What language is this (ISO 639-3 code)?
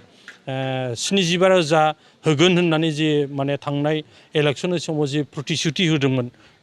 brx